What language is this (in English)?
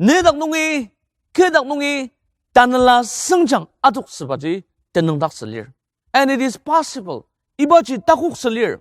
Ao Naga